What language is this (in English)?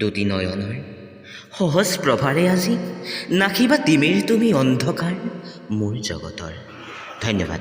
Assamese